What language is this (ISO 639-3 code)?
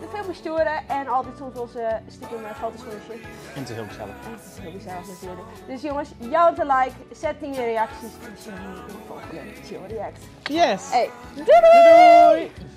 fry